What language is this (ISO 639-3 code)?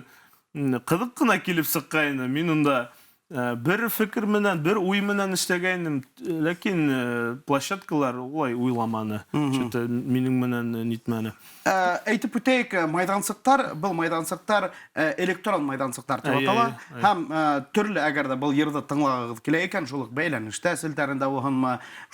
bak